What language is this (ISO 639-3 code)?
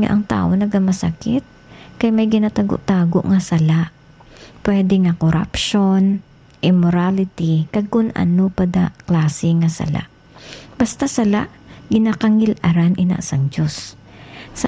hil